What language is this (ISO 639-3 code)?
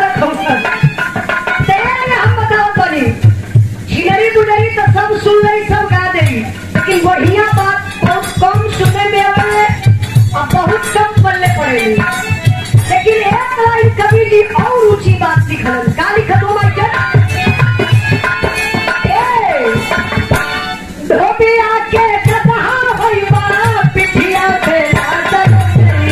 bho